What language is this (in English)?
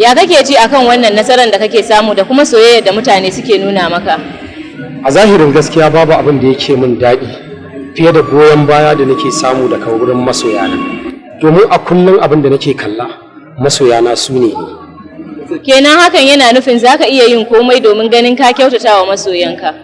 Hausa